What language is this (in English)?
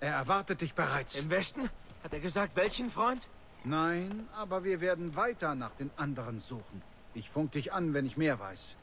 Swiss German